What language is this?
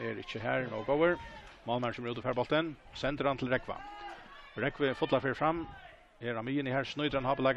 Faroese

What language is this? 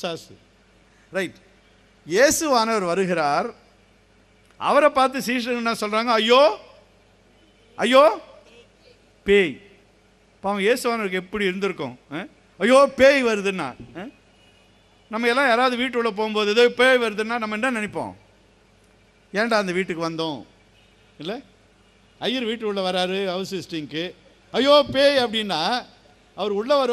Tamil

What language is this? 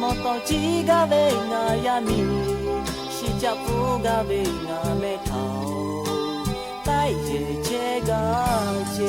Lahu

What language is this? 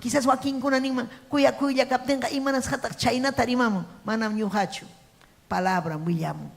Ayacucho Quechua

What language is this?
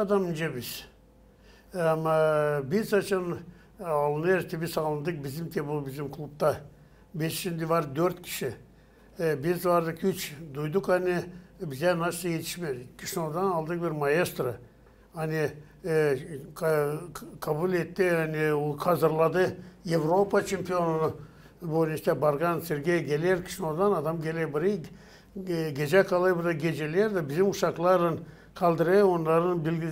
Gagauz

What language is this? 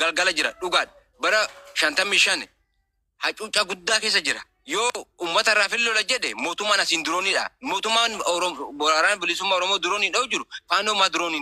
Oromo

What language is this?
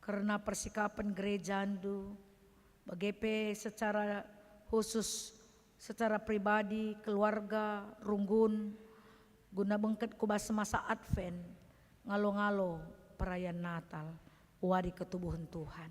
Batak Karo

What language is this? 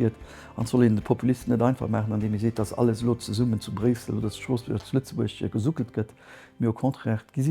Luxembourgish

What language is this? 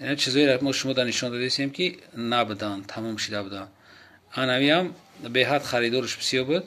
Tajik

